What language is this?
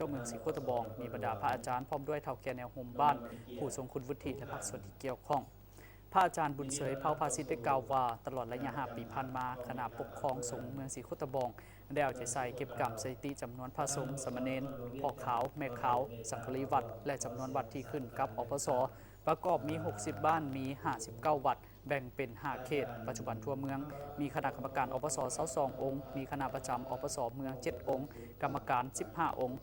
Lao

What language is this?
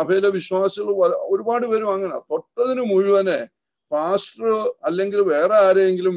Malayalam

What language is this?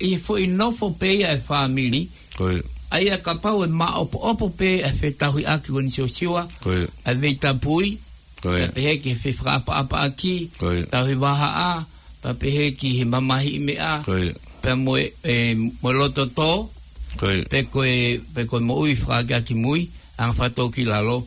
Tongan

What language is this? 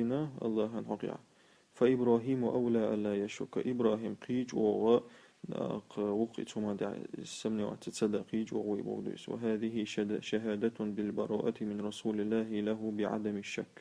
Chechen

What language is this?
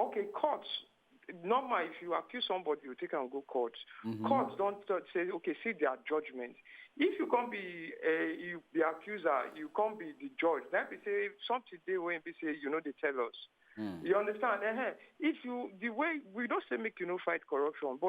Nigerian Pidgin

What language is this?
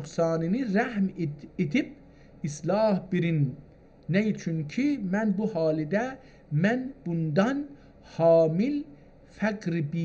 South Azerbaijani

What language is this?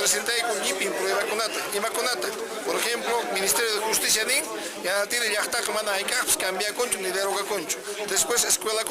Quechua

